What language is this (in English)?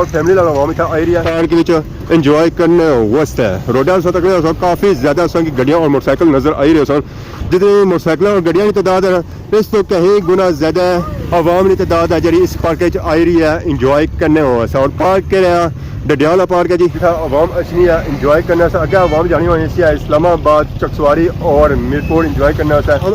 Pahari-Potwari